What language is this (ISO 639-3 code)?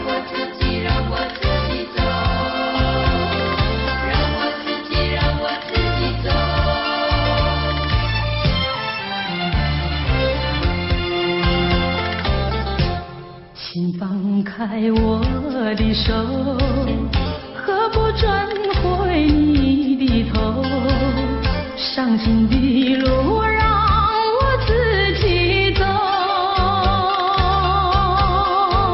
zho